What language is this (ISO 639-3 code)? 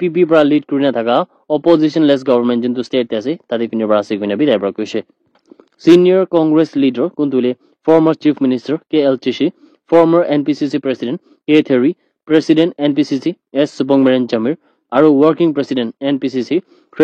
nag